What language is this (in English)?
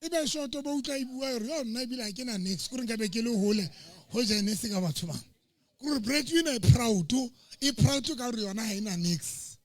Southern Sotho